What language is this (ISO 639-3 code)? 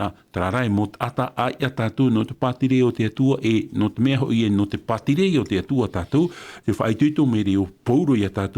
tah